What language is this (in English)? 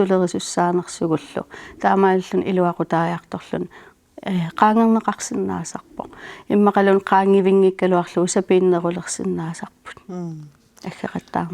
Kalaallisut